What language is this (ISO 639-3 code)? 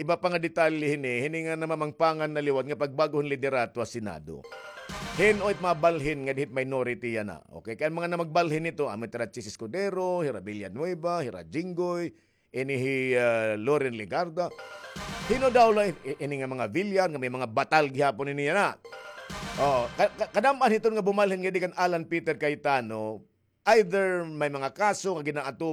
war